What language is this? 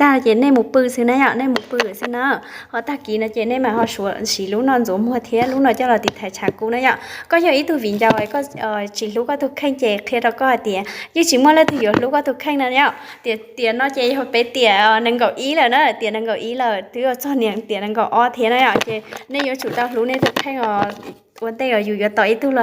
Hmong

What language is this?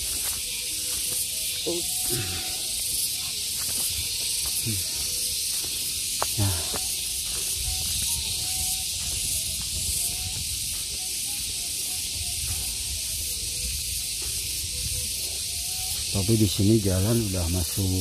Indonesian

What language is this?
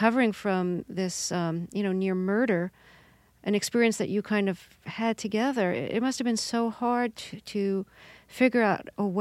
English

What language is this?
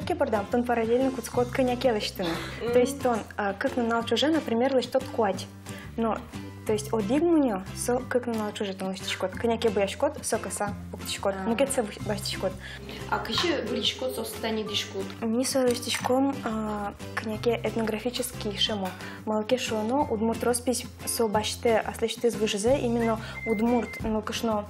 Udmurt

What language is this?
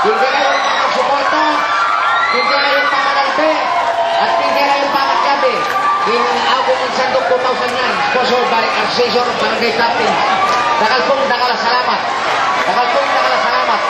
Pampanga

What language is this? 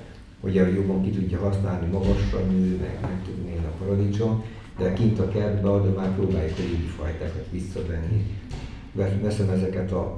Hungarian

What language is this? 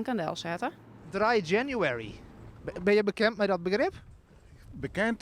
Western Frisian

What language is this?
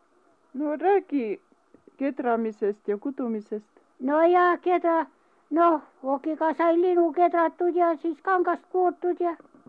Estonian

